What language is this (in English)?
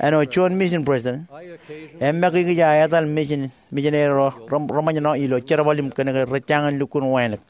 Marshallese